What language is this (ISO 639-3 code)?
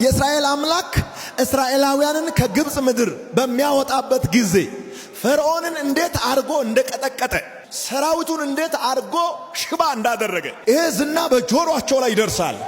amh